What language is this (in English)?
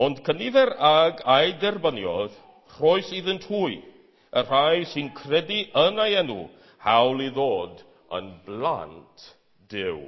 Welsh